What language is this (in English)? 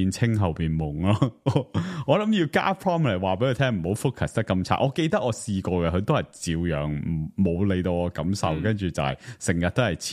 Cantonese